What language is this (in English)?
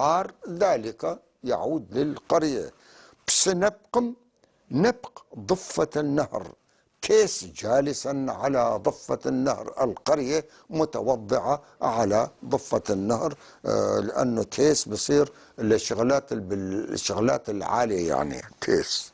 North Levantine Arabic